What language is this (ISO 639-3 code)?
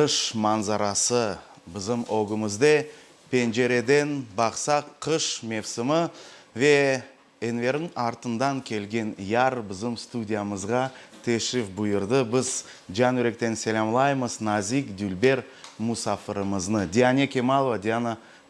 crh